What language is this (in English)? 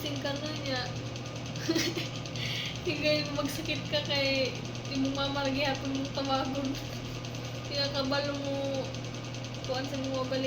Cebuano